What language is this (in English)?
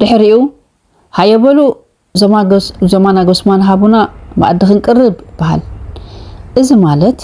Tigrinya